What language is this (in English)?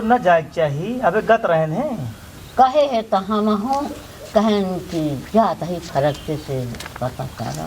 Awadhi